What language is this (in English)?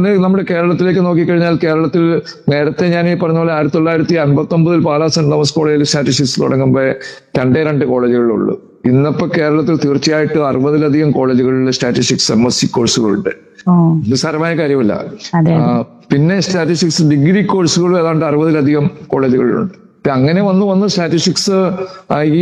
Malayalam